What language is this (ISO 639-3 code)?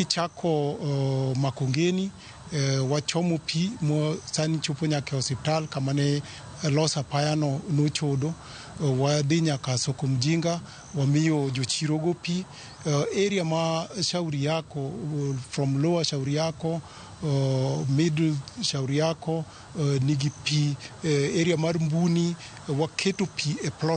luo